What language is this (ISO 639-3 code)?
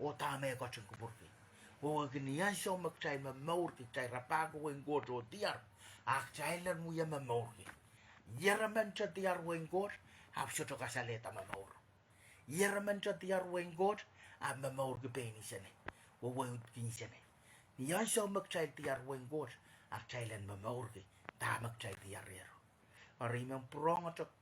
pon